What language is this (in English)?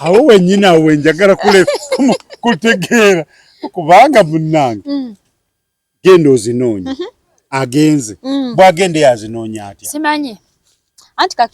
Ganda